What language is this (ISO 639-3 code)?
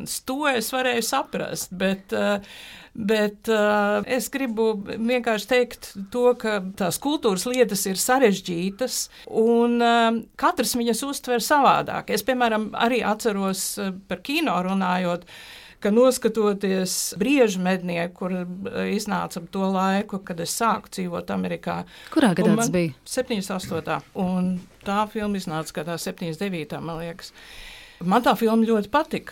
lav